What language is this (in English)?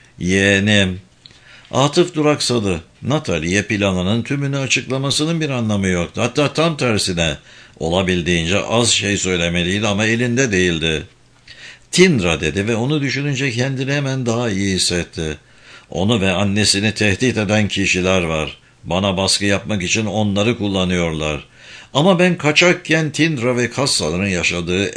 Turkish